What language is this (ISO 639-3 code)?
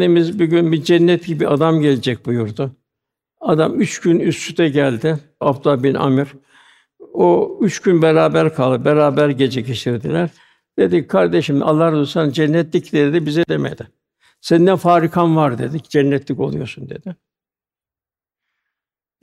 tur